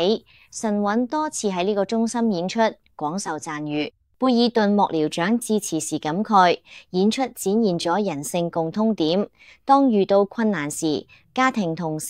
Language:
Cantonese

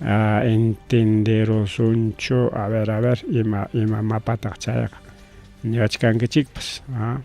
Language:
Ayacucho Quechua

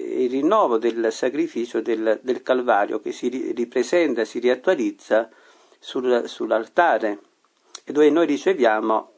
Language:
Italian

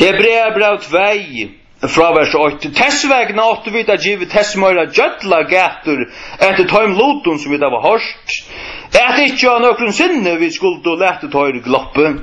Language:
Faroese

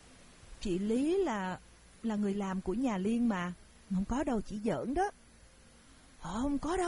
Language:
Vietnamese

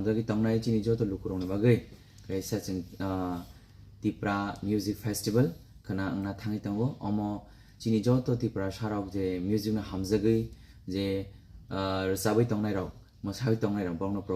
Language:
Kok Borok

